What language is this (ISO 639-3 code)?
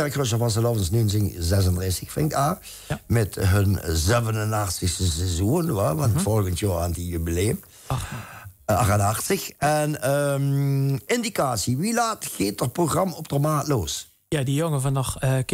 lim